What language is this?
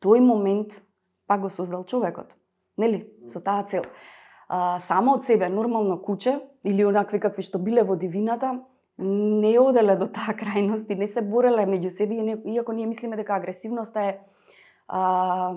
Macedonian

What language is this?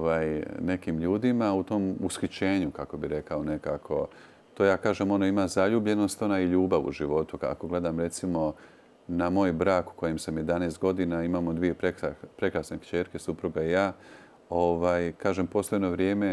Croatian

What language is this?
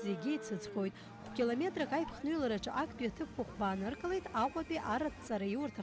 Abkhazian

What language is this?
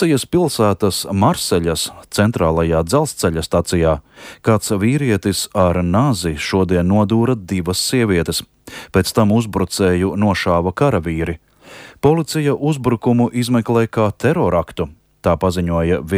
Latvian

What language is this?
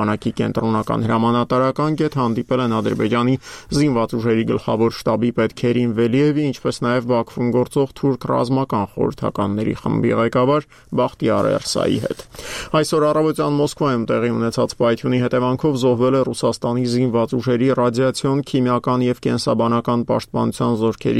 Armenian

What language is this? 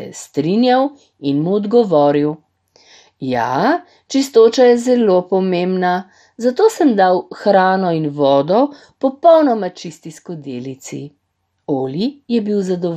Slovenian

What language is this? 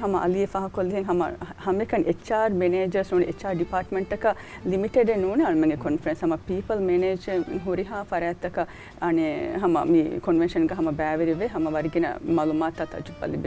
Divehi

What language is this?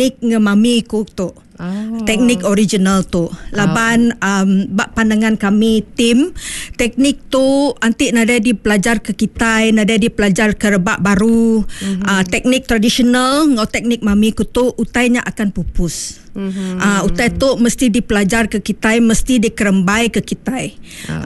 Iban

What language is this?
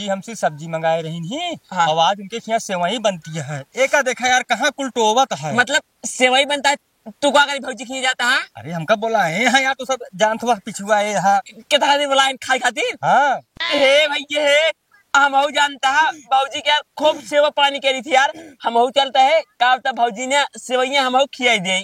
Awadhi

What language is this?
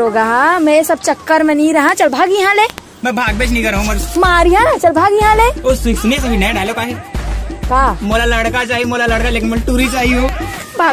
Chhattisgarhi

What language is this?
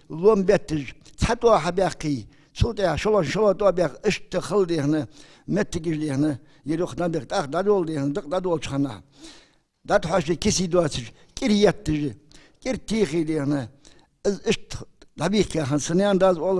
Ingush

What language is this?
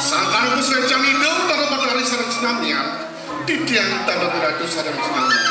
Balinese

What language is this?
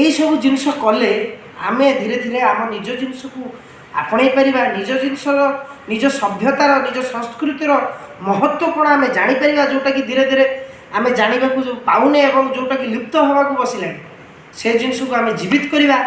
Odia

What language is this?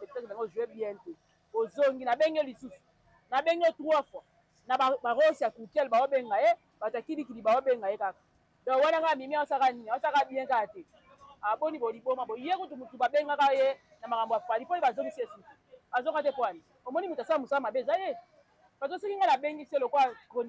Lingala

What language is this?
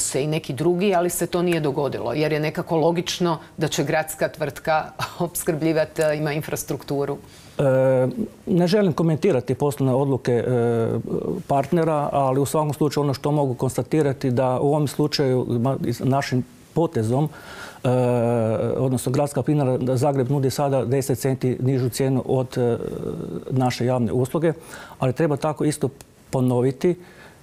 Croatian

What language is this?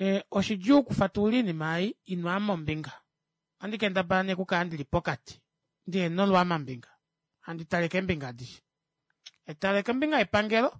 Kuanyama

